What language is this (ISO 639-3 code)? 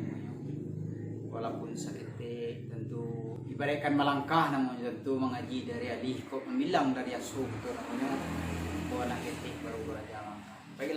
min